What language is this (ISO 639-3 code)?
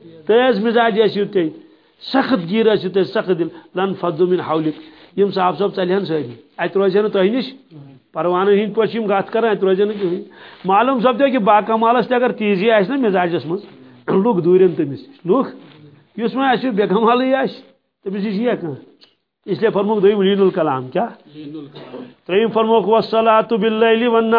kas